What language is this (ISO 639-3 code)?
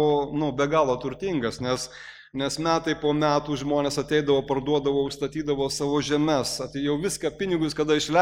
lit